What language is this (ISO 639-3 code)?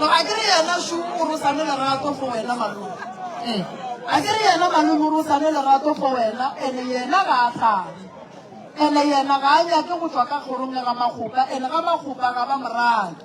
nso